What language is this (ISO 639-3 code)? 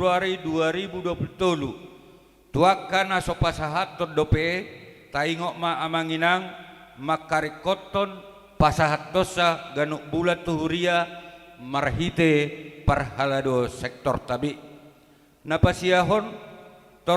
bbc